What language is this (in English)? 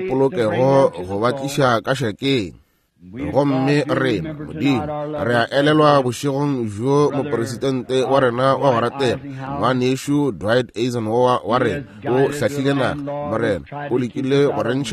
Northern Sotho